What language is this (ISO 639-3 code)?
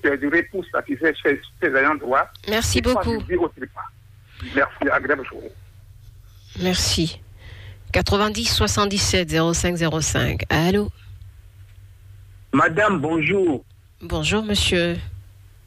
fra